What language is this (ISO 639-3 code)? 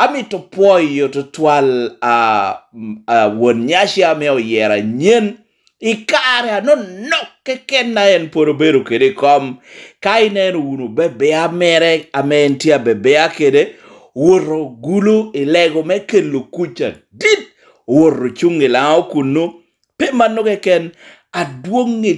laj